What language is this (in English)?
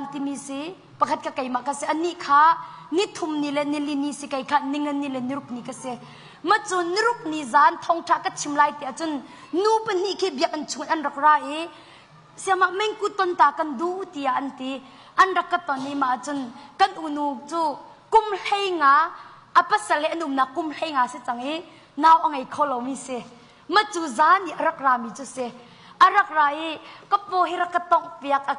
Hakha Chin